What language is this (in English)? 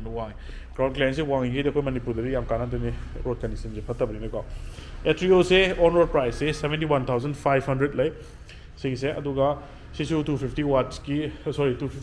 Manipuri